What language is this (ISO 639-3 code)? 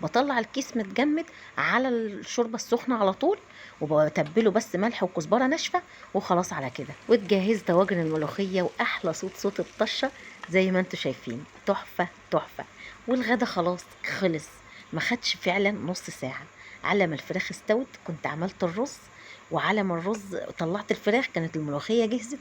arz